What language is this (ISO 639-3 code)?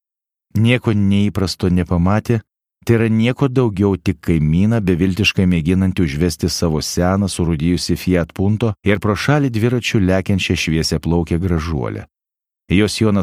lit